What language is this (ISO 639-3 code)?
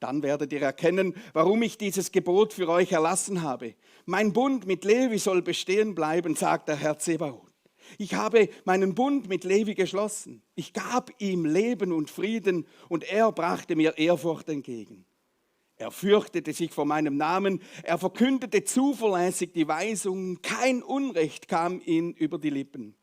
gsw